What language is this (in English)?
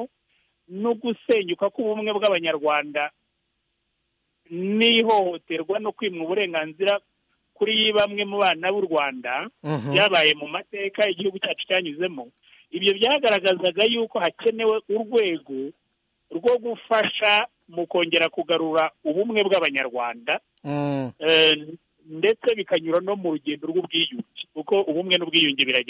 Kinyarwanda